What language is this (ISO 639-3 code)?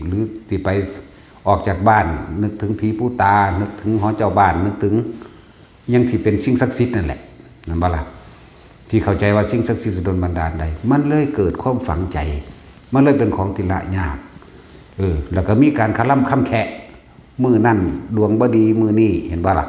tts